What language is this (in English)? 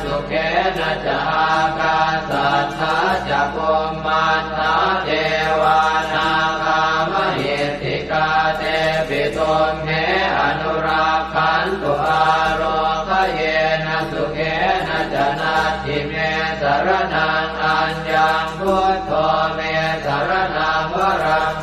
Pali